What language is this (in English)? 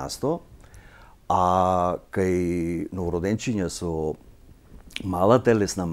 Macedonian